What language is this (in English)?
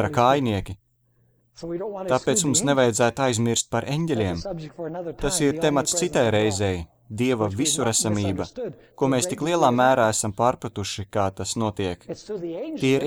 Latvian